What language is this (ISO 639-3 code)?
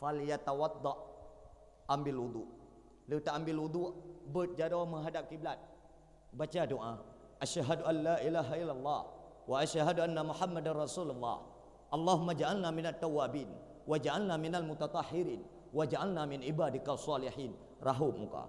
ace